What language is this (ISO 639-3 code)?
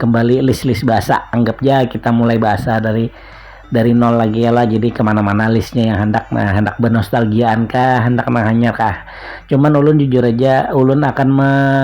bjn